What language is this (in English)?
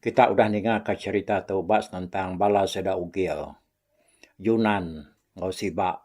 Iban